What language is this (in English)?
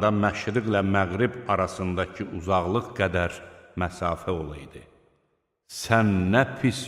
Azerbaijani